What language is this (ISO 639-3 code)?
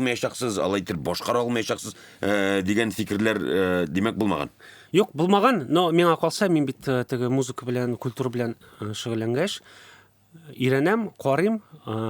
tat